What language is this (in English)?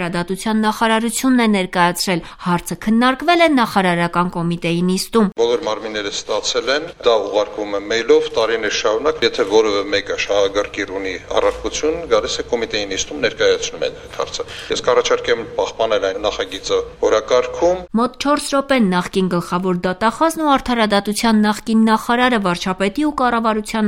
Armenian